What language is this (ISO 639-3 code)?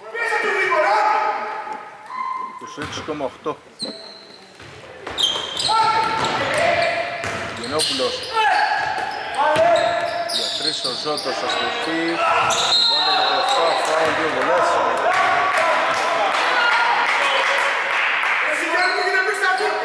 ell